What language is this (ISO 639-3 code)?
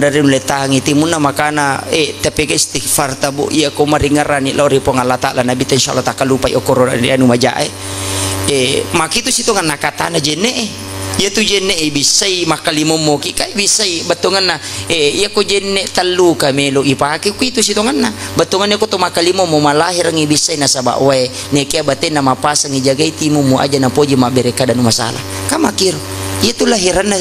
bug